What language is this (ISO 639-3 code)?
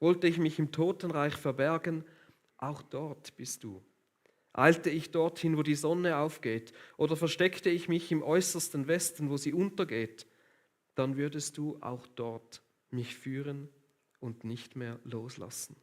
gsw